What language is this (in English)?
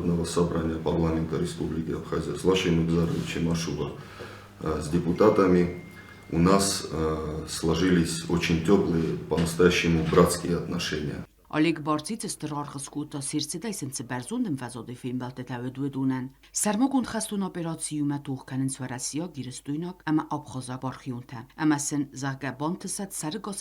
Ossetic